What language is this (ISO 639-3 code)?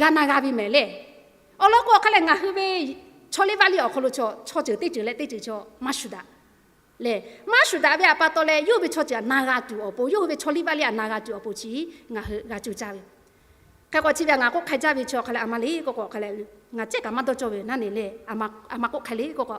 lhu